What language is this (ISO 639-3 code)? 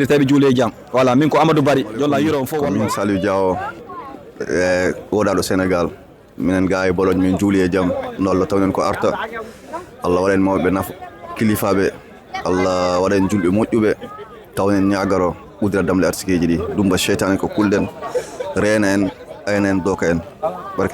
ful